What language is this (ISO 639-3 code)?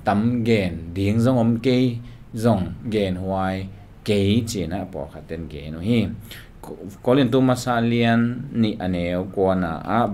ctd